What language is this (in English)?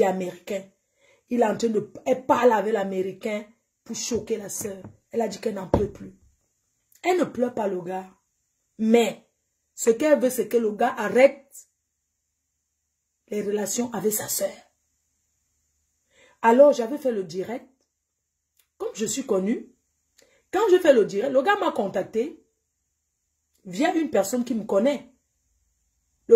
French